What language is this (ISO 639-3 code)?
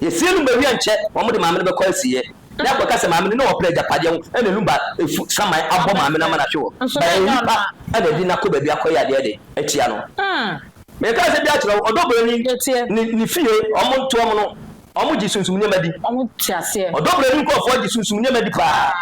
aka